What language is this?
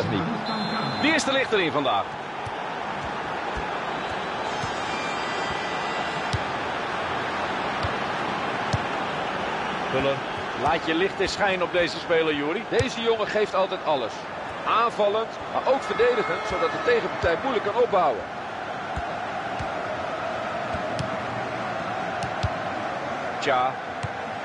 Dutch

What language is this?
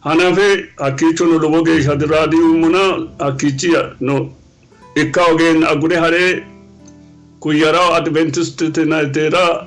Sidamo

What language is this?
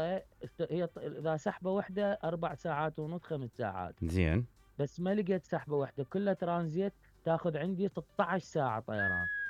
Mesopotamian Arabic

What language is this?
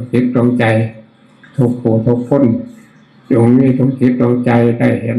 Northeastern Thai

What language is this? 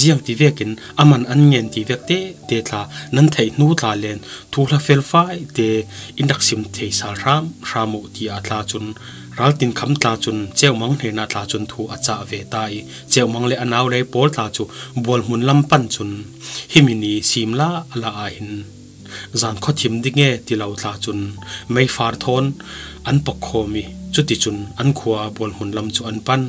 Falam Chin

